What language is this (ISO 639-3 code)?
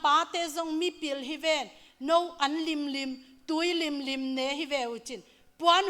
ctd